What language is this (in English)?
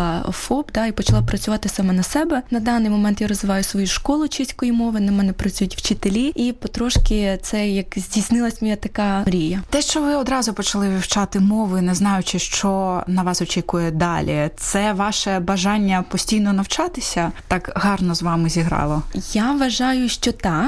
Ukrainian